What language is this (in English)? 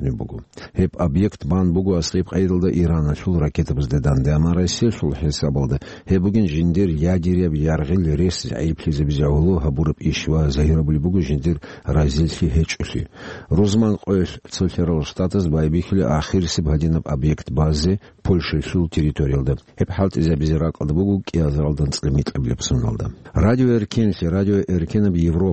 Avaric